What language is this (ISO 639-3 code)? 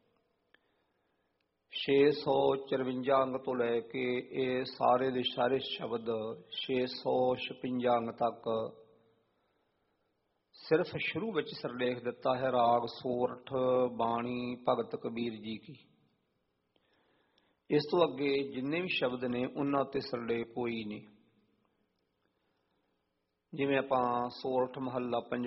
pan